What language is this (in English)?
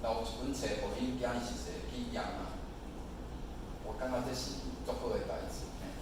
Min Nan Chinese